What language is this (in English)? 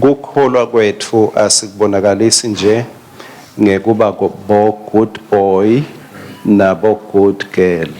Swati